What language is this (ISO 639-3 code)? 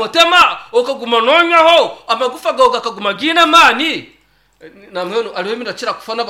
nyn